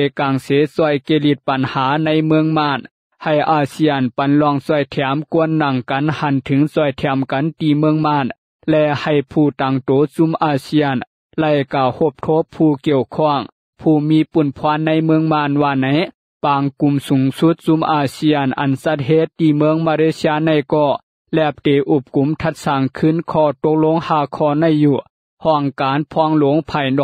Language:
Lao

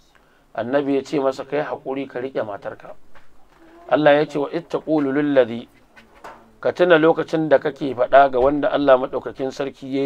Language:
Hausa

